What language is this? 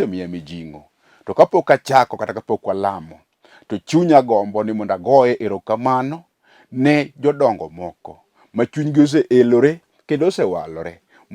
Luo (Kenya and Tanzania)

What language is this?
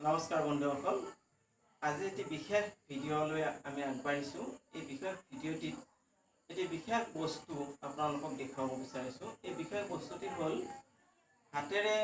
Assamese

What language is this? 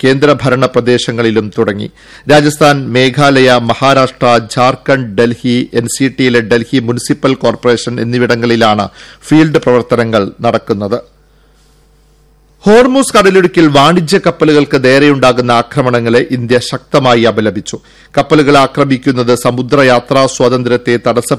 Malayalam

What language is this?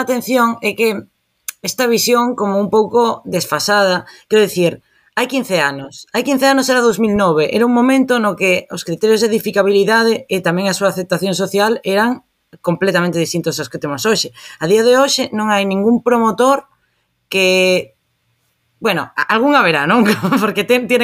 Galician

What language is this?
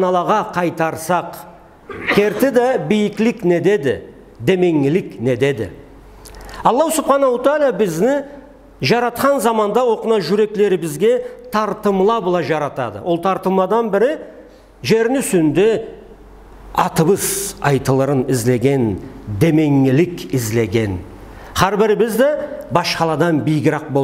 Karachay-Balkar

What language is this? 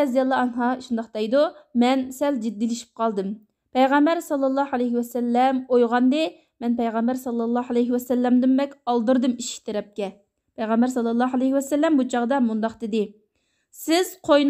Uyghur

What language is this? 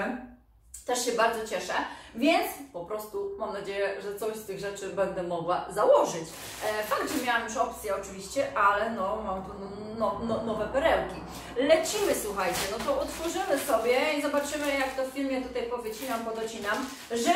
Polish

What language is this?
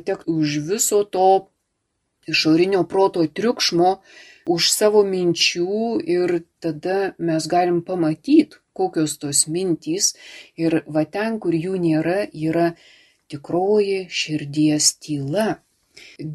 Lithuanian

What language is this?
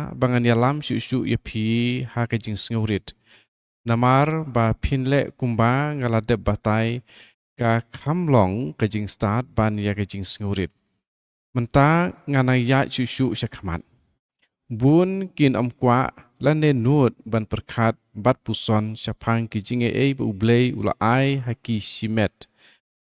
Khasi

